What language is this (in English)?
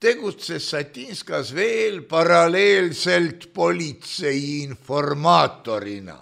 Estonian